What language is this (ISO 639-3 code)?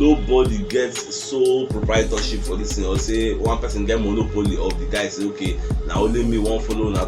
pcm